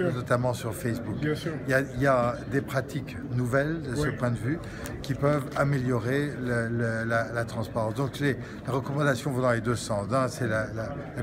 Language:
French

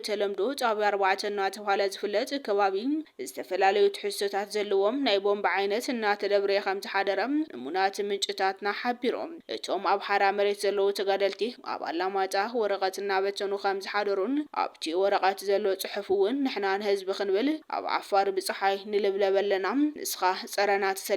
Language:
Tigrinya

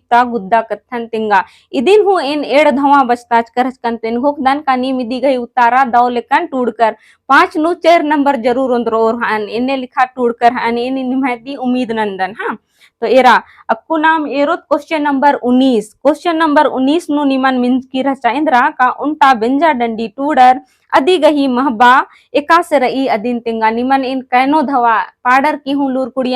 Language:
Kurukh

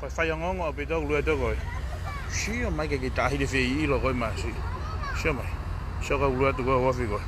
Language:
Tongan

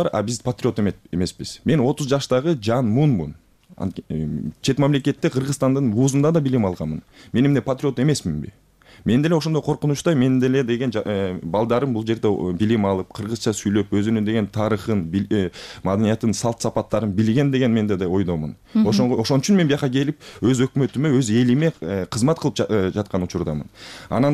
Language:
Kyrgyz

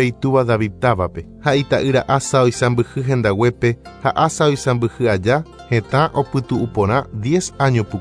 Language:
Guarani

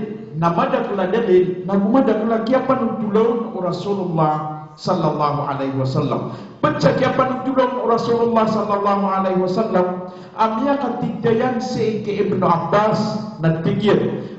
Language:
Maranao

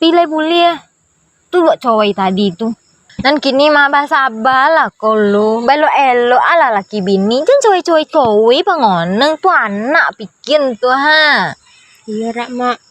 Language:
Minangkabau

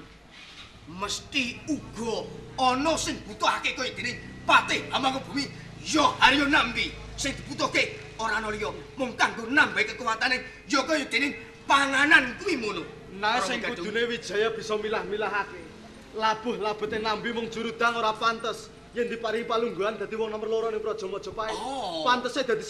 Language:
Javanese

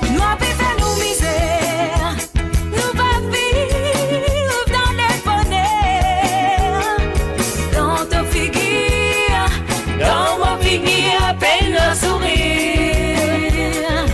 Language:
Morisyen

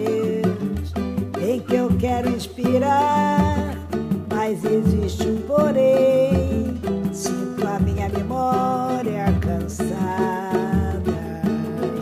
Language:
Portuguese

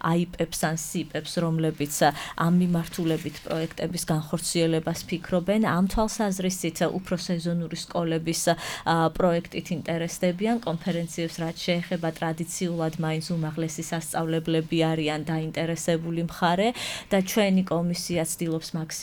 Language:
Georgian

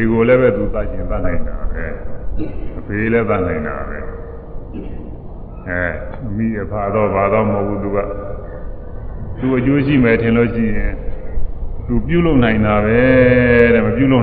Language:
Burmese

